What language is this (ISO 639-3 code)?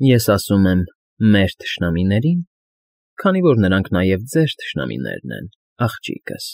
hye